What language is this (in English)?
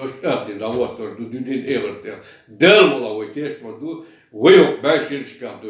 Chechen